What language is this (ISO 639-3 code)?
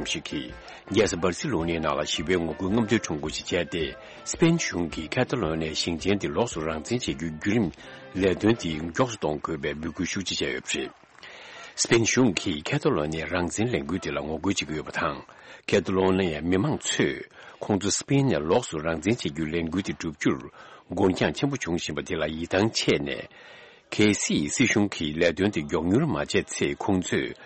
bod